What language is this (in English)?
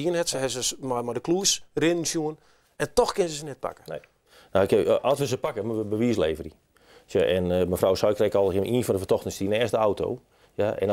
Western Frisian